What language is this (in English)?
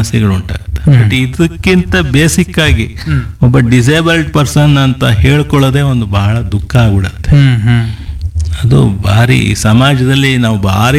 Kannada